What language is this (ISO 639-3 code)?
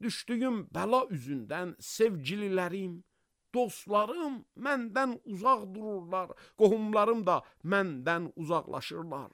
aze